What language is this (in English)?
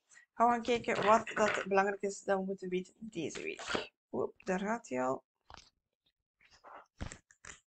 Dutch